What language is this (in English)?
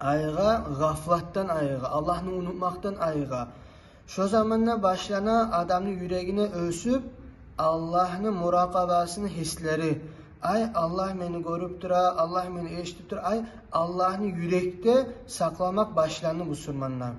Kumyk